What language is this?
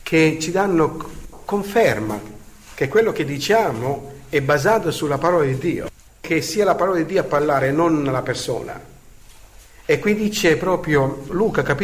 Italian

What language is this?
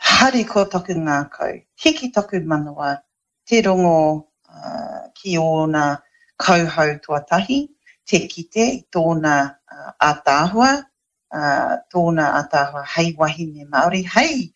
Māori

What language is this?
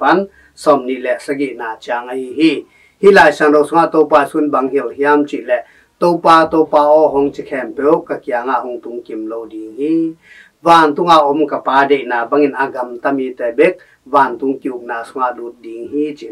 Tedim Chin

